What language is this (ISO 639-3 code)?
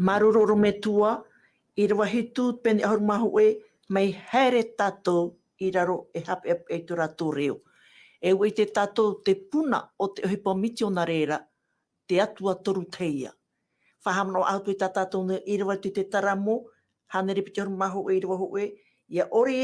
tah